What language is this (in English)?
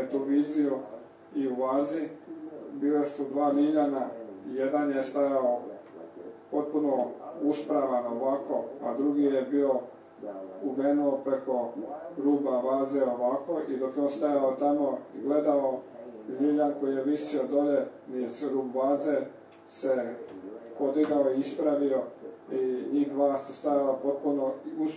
Croatian